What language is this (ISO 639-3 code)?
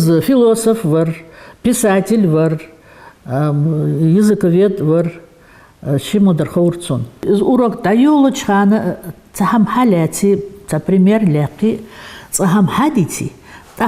inh